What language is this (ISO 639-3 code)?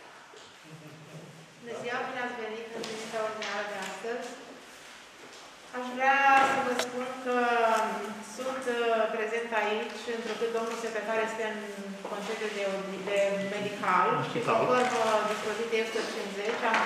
ron